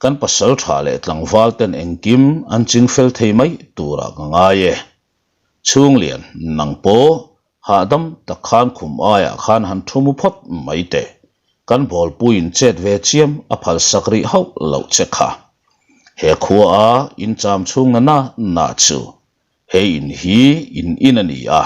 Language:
Mizo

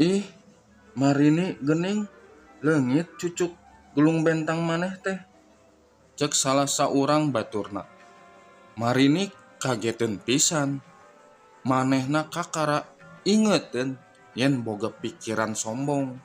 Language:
Sundanese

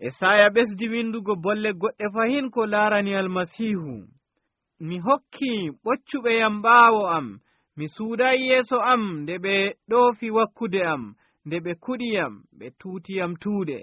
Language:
Nigerian Fulfulde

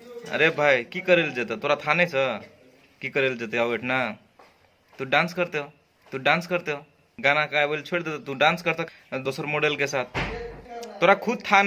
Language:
Maithili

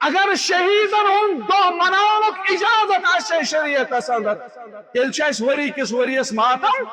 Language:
Kashmiri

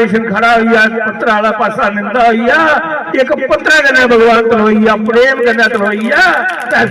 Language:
Dogri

